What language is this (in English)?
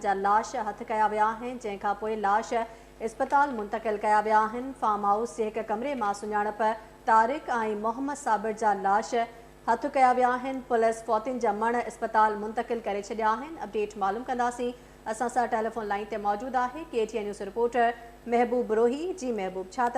Sindhi